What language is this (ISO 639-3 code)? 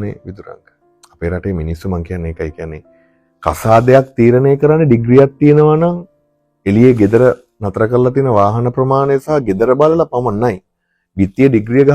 sin